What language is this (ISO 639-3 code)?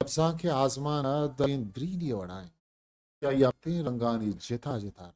bgp